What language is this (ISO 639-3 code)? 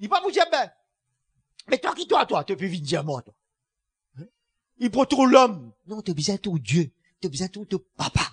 mfe